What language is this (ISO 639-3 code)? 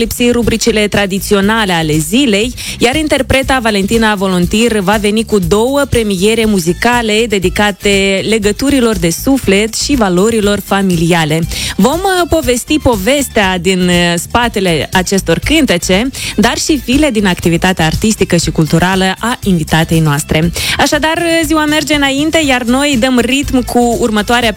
ron